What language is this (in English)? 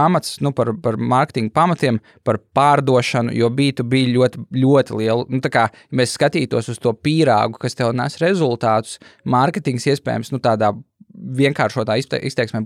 Latvian